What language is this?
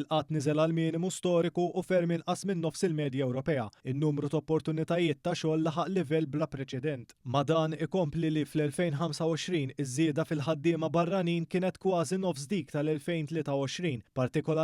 Maltese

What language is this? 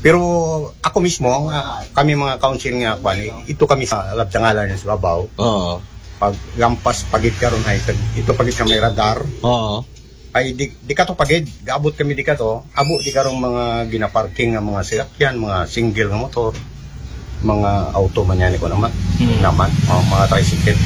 Aklanon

